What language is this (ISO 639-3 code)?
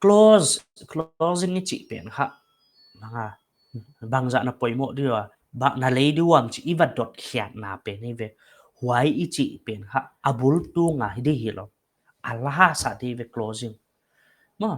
pck